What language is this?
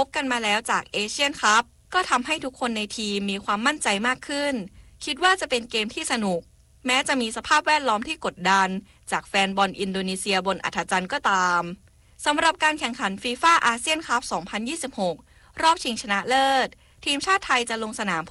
Thai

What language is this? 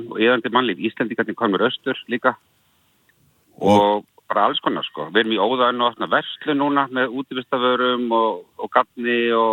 Icelandic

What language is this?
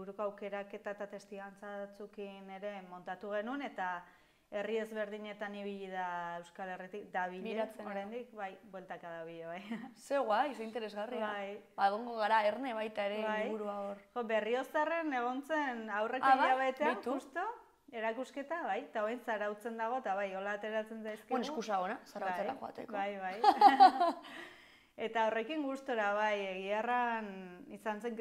Basque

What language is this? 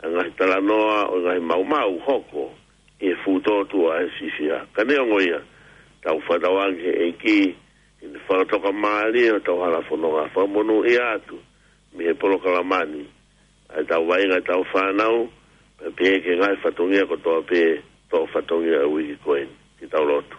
Tongan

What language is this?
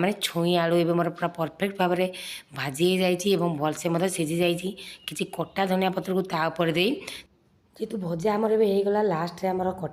Odia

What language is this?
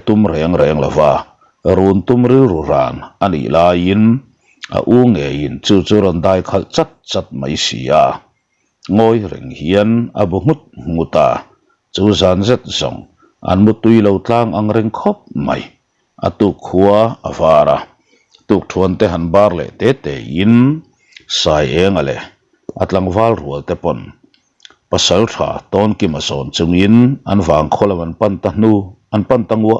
Mizo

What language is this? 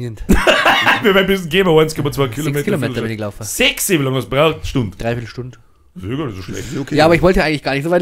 Bavarian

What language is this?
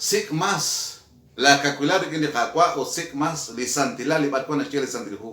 Kekchí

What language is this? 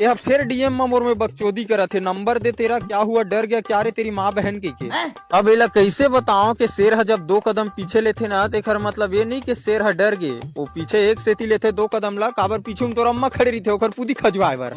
Chhattisgarhi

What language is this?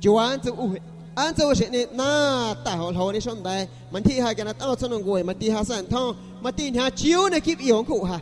San Pedro Amuzgos Amuzgo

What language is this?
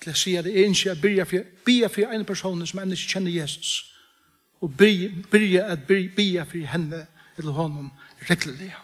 Faroese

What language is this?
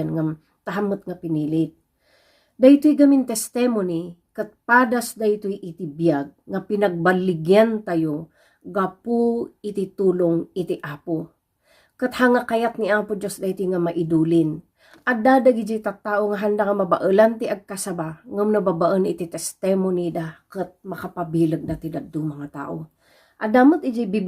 Iloko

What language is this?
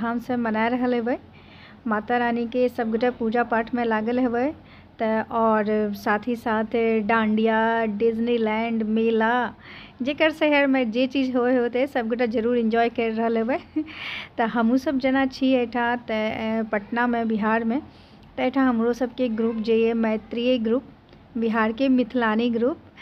Maithili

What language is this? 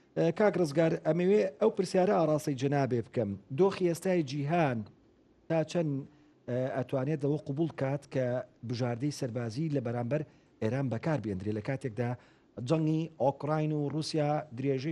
Central Kurdish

